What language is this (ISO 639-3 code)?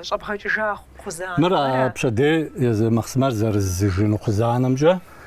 kbd